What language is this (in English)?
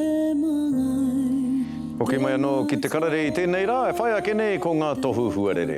Māori